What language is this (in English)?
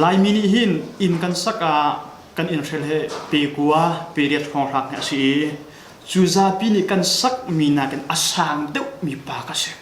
Hakha Chin